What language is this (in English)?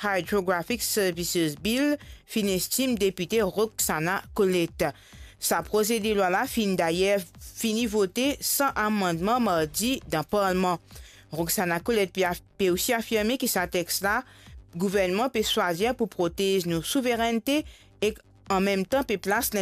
Morisyen